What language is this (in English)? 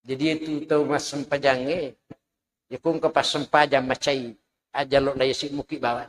Buginese